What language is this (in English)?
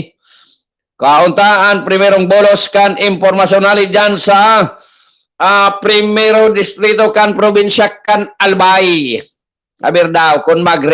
Bikol